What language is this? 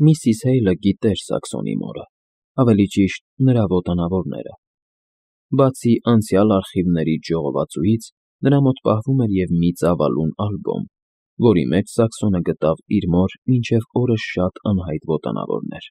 Armenian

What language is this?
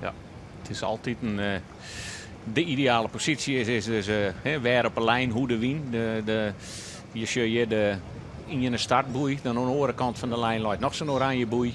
Western Frisian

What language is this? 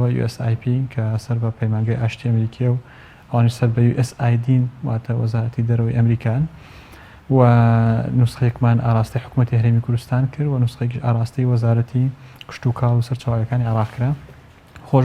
Central Kurdish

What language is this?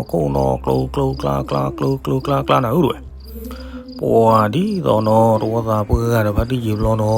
S'gaw Karen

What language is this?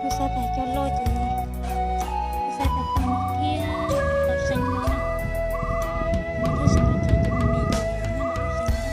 Hmong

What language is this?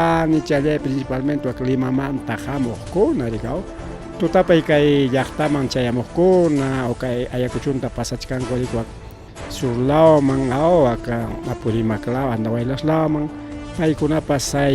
Ayacucho Quechua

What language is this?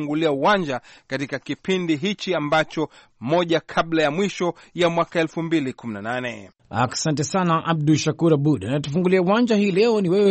Swahili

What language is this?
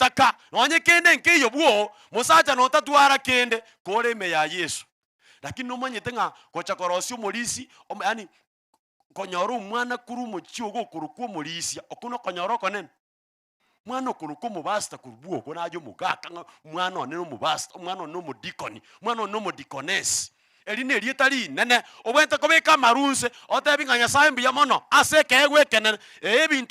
Gusii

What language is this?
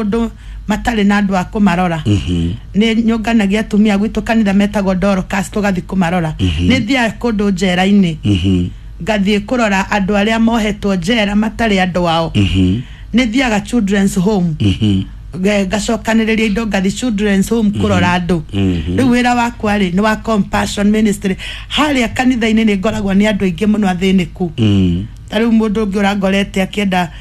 Kikuyu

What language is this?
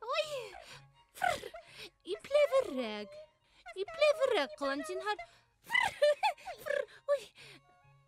Bashkir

